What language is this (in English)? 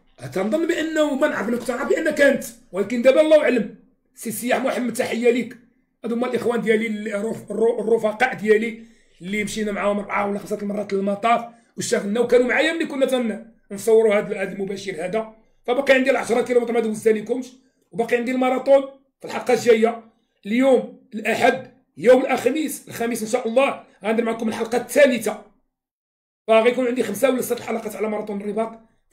Moroccan Arabic